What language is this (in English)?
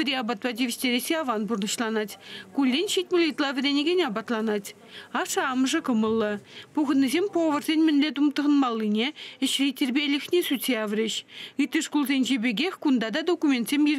Chuvash